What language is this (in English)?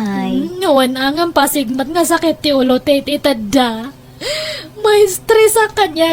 Iloko